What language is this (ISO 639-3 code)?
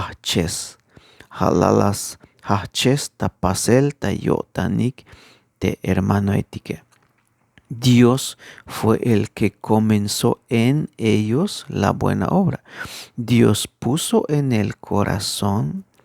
tzh